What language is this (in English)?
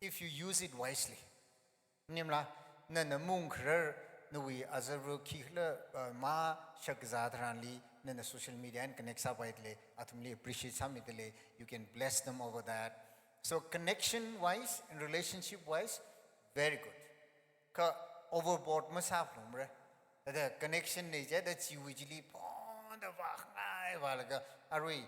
Tangkhul Naga (India)